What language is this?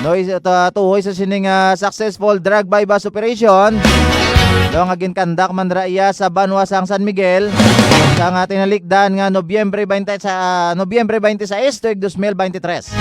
Hiligaynon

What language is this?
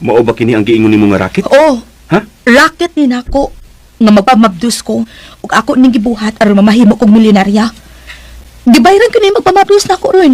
Cebuano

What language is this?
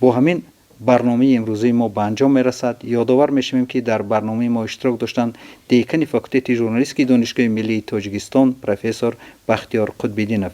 Tajik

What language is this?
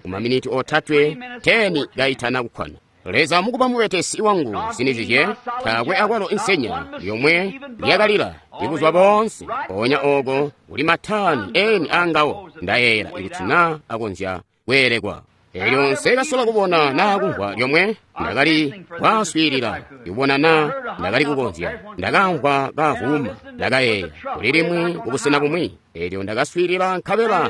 Tonga (Zambia)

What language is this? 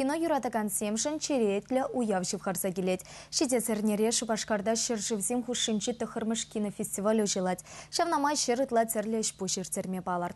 Chuvash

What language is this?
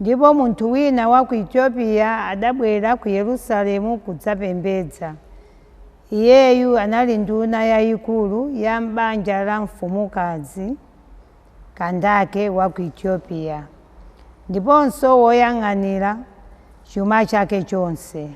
Nyanja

